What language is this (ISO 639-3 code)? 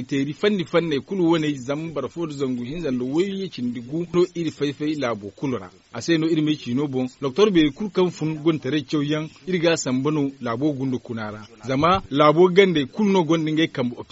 dje